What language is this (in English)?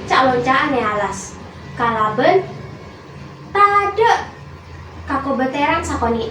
Madurese